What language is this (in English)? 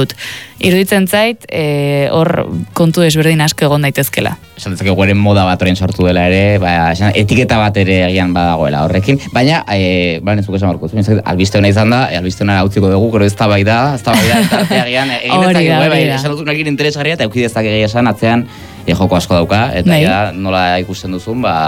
Basque